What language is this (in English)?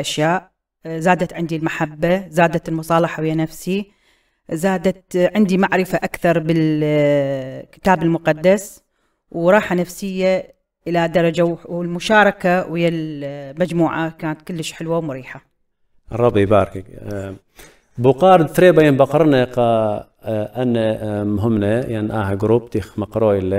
Assyrian Neo-Aramaic